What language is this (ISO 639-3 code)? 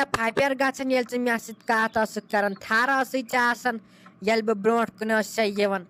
kas